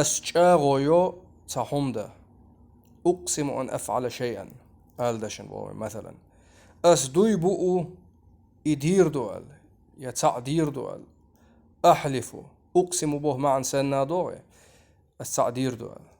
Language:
Chechen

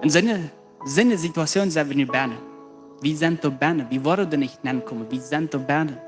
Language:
Plautdietsch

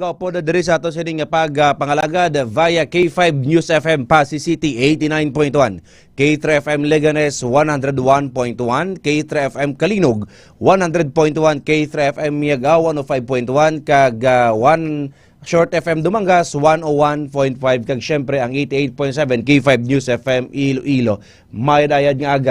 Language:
Hiligaynon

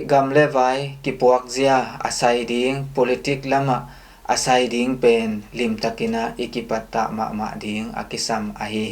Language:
Tedim Chin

